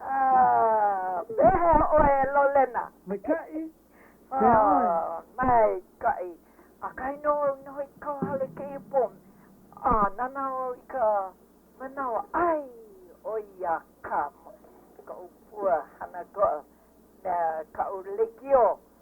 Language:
Hawaiian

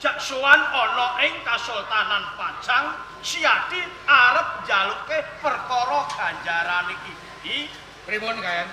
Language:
Javanese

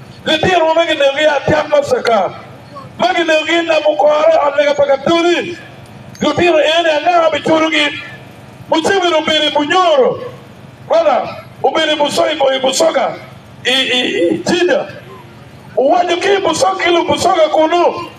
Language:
Acoli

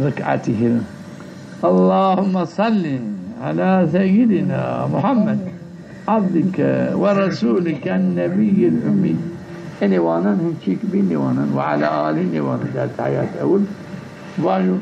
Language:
Zaza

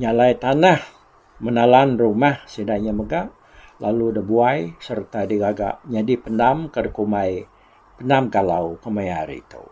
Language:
Iban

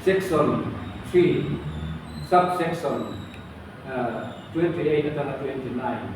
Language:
Mizo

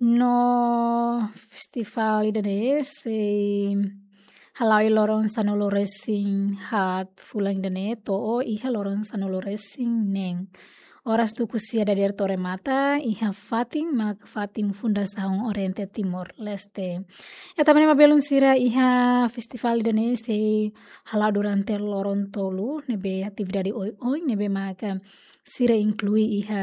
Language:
Tetum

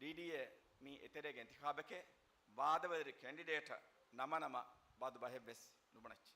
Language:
Divehi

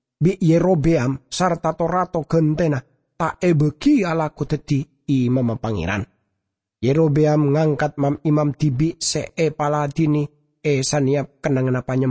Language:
Madurese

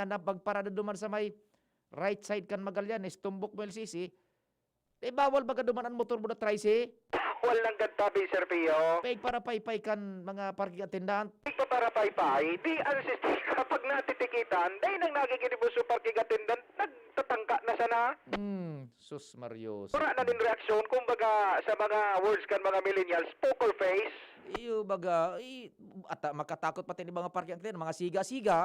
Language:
Bikol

